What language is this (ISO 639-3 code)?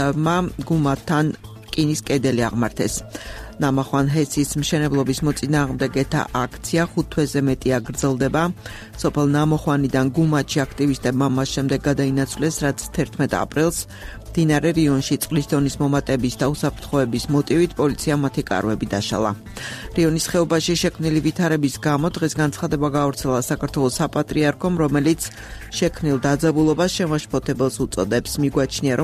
kat